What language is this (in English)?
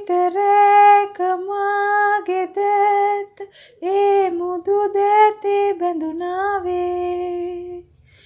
Sinhala